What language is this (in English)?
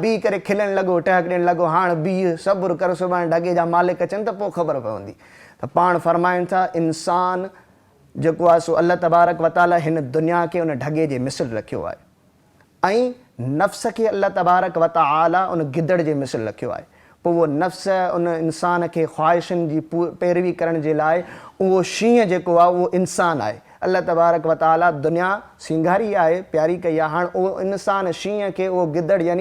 Sindhi